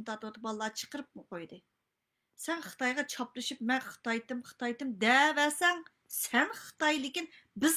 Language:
Uyghur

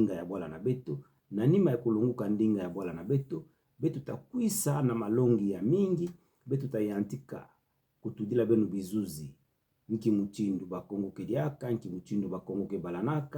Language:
Kituba (Democratic Republic of Congo)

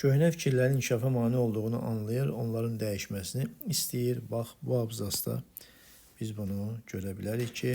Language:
Azerbaijani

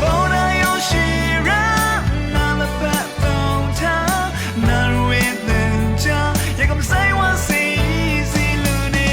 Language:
Rawang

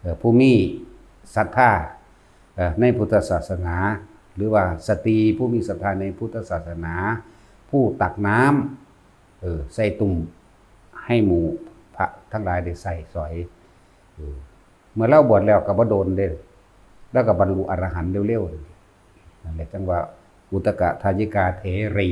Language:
Northeastern Thai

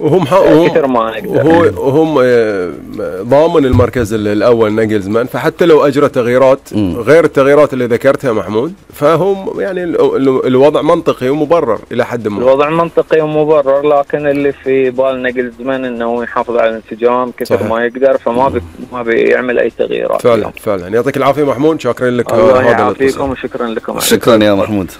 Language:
Gulf Arabic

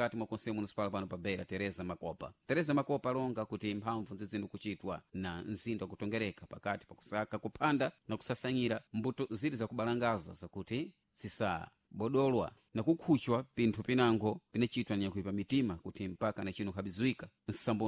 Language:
Sena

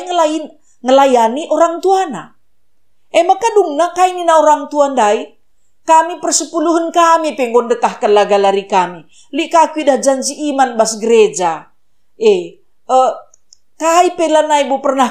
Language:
Batak Karo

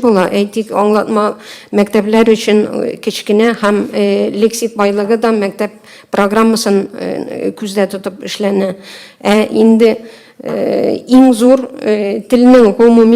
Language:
Tatar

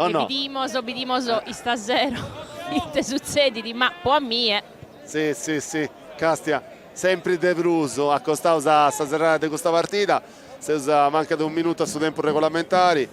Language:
Sardinian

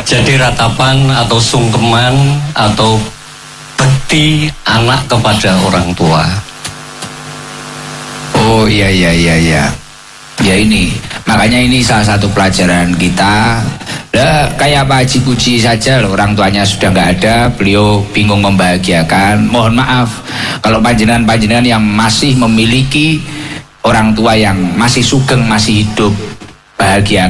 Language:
Indonesian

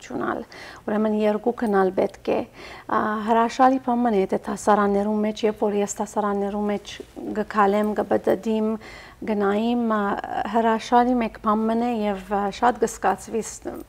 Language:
Western Armenian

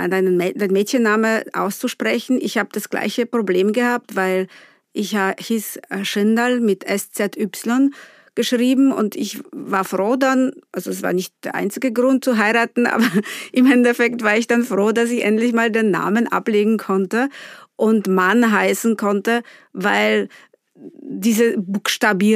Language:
German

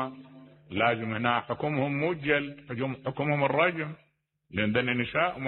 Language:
Mesopotamian Arabic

